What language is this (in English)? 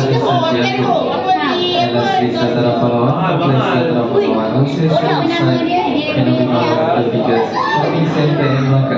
Malay